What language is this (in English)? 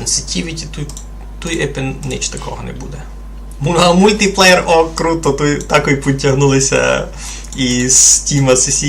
Rusyn